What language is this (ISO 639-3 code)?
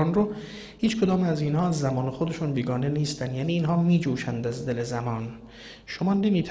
fas